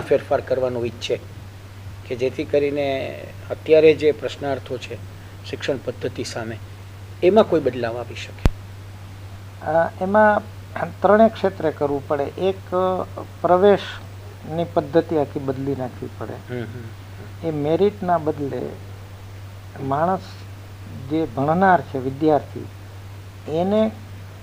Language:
Gujarati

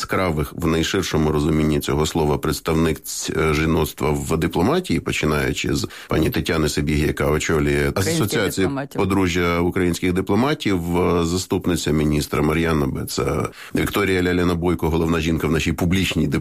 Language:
Ukrainian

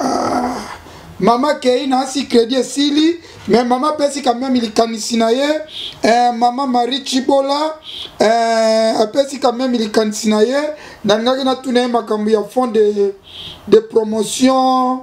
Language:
Lingala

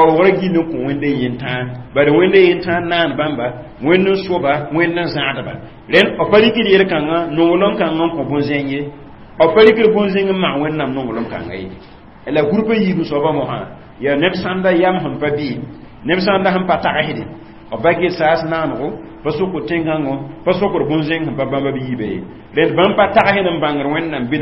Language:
Mossi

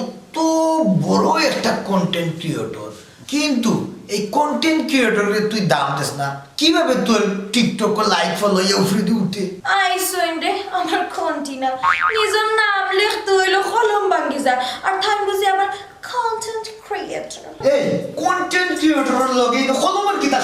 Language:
Sylheti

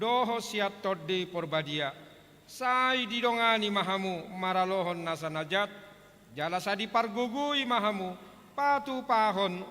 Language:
Batak Toba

